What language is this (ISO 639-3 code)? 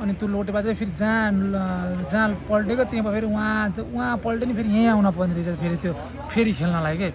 nep